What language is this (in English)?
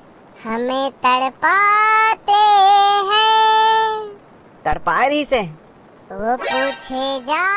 Chhattisgarhi